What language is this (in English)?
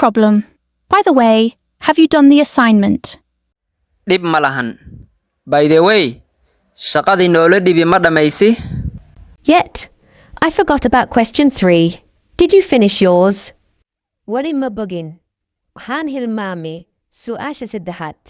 Somali